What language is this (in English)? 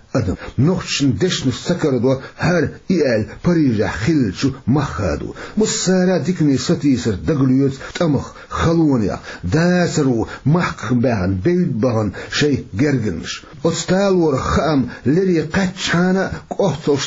Chechen